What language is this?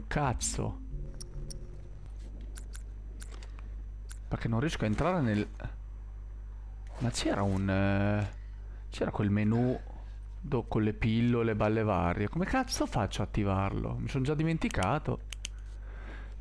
Italian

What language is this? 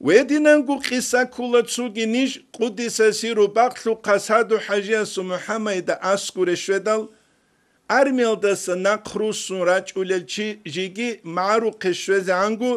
Avaric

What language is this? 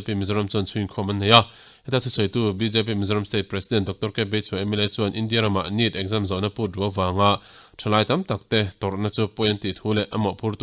Mizo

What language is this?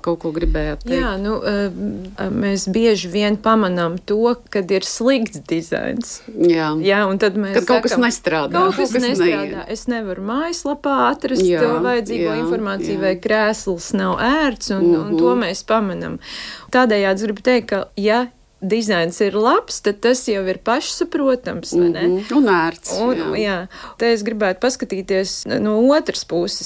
Latvian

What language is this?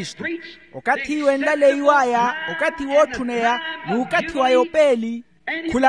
Makhuwa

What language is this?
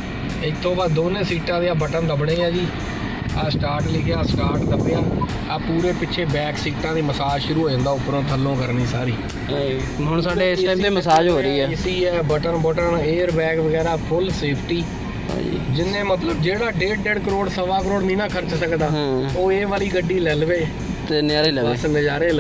Punjabi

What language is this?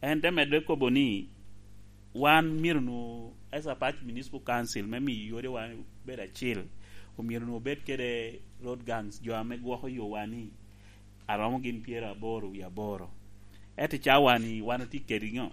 Lango (Uganda)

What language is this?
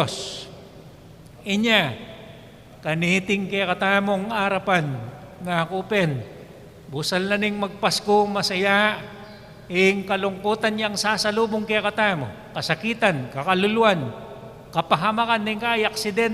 Pampanga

